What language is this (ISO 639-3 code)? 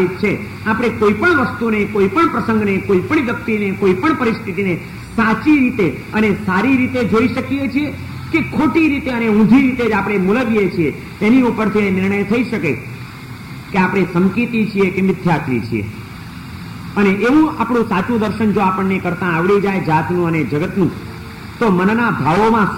guj